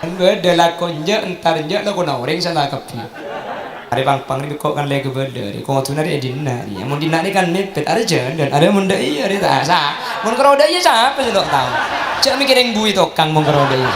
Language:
Madurese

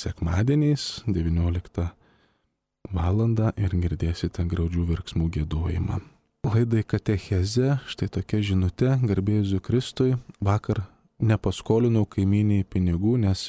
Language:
Lithuanian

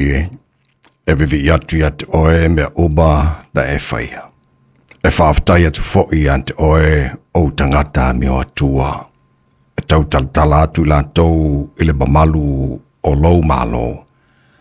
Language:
Samoan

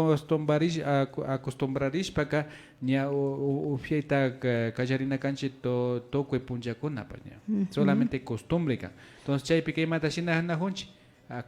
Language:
Imbabura Highland Quichua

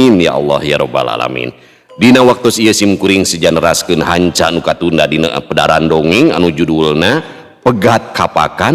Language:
Sundanese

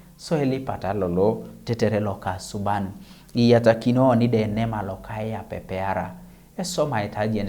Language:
Teso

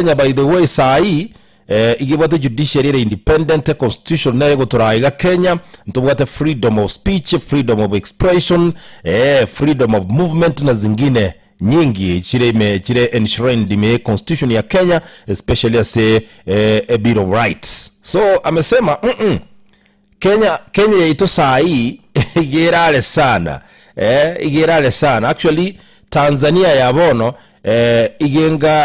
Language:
Gusii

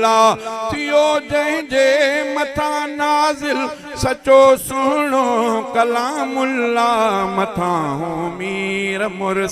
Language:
Sindhi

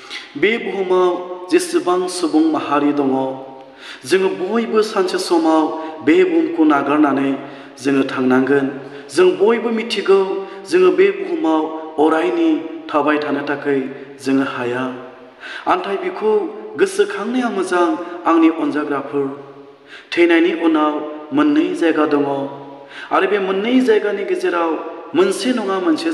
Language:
Bodo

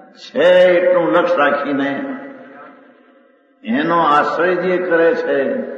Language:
Gujarati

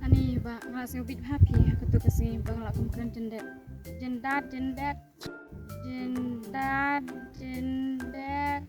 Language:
Khasi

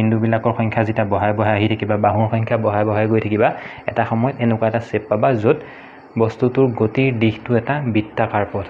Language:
Assamese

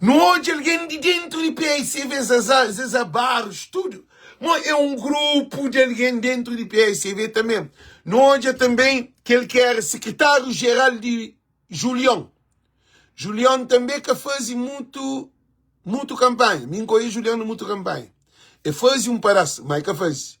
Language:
Kabuverdianu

